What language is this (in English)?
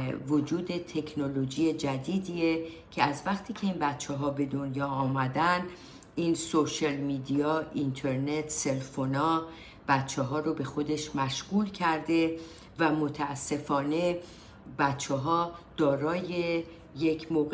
Persian